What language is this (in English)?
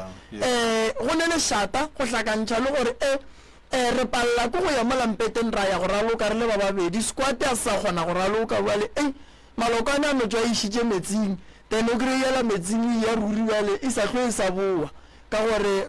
Northern Sotho